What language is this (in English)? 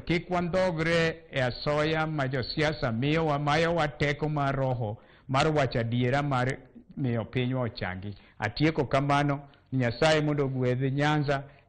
Luo (Kenya and Tanzania)